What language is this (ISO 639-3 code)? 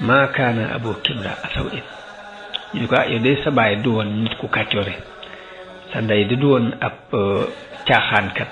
wol